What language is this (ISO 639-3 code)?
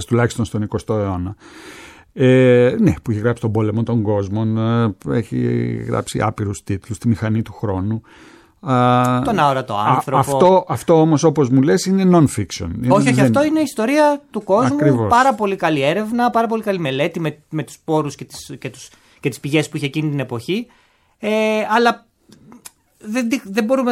ell